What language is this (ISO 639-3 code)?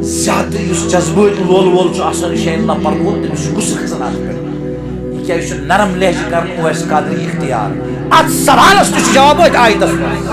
kas